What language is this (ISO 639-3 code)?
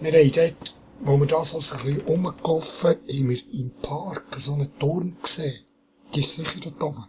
gsw